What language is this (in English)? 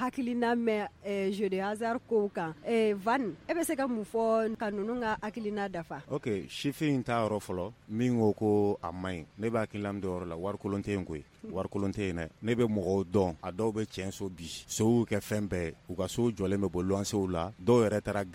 Bambara